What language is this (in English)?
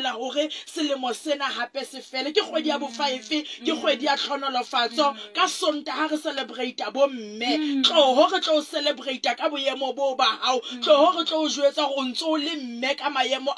Southern Sotho